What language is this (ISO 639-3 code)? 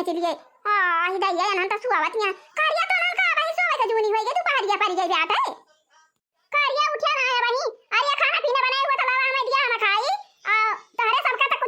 awa